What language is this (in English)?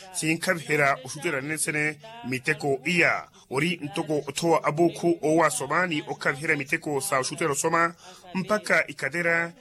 Makhuwa